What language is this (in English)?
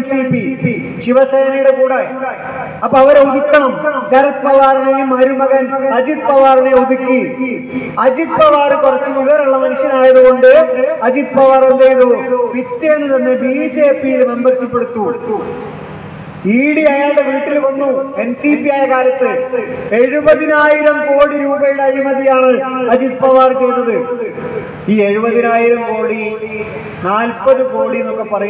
Malayalam